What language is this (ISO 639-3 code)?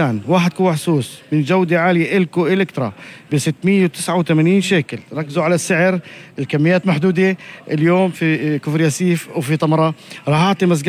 apc